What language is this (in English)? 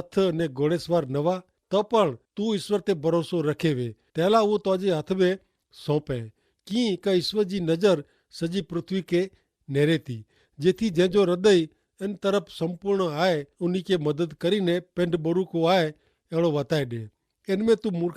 Kachhi